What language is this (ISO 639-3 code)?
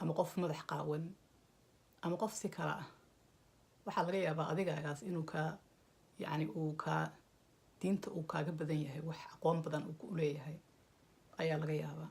som